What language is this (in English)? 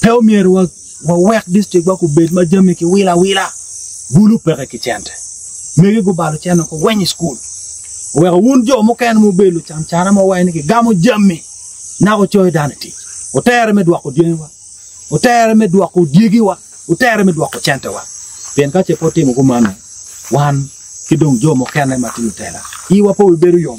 Acoli